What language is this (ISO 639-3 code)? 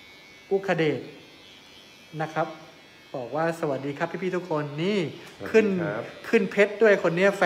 tha